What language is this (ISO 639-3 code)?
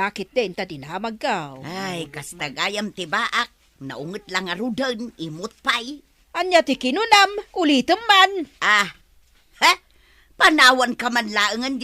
ilo